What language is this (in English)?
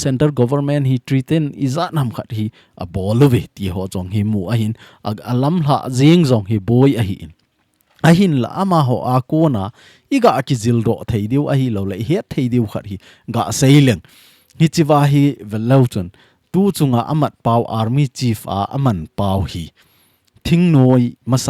Thado Chin